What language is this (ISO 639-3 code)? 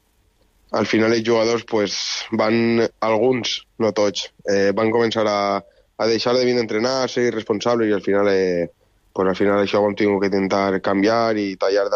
cat